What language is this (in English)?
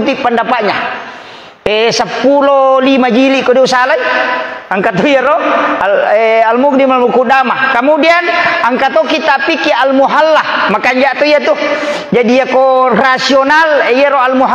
Buginese